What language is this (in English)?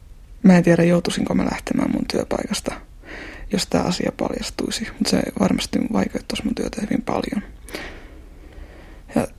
Finnish